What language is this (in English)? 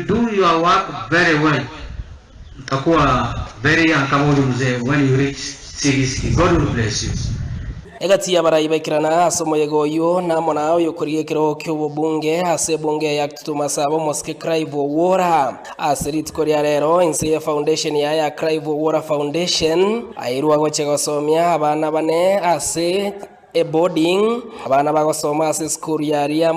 Gusii